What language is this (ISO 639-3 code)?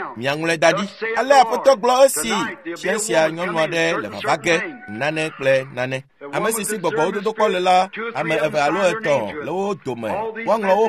ewe